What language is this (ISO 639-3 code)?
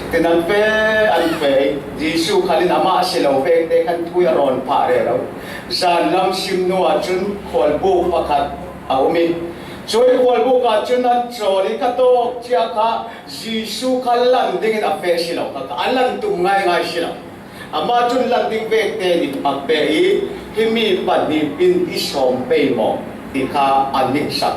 cfm